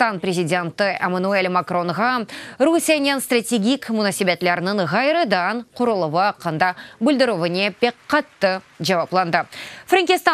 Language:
Crimean Tatar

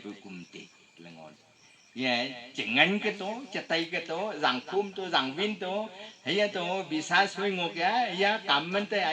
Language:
Wancho Naga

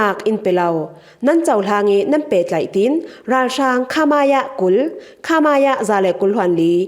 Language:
Falam Chin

